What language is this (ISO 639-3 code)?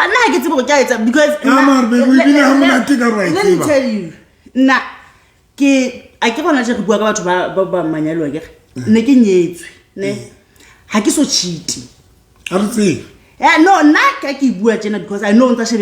sot